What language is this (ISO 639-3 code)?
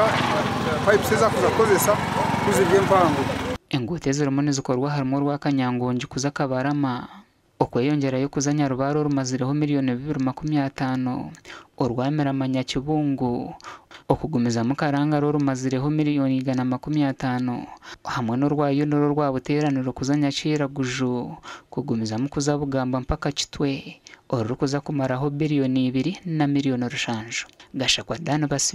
nyn